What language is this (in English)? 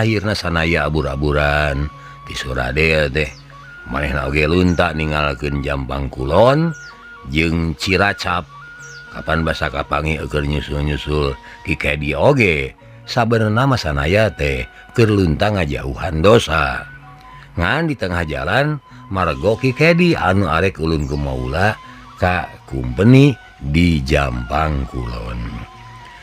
Sundanese